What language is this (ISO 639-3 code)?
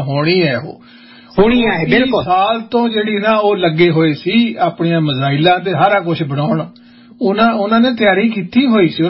pan